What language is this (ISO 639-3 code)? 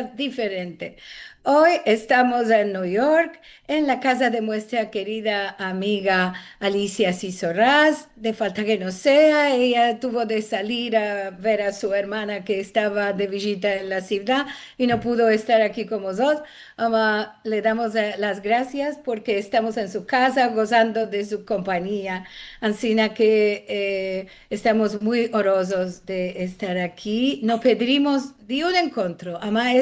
lad